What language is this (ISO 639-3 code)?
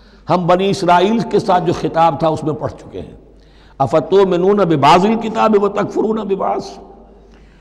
urd